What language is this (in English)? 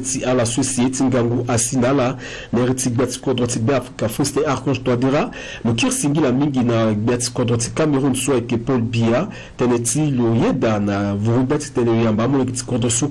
Sango